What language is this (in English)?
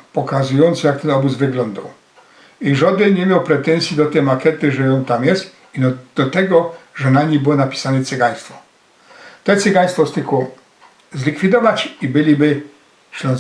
Silesian